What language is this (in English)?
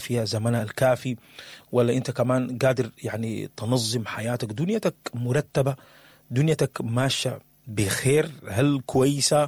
Sudanese Arabic